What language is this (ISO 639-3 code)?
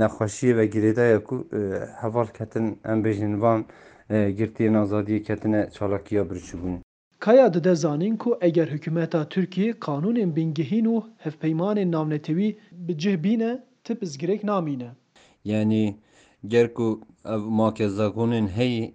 kur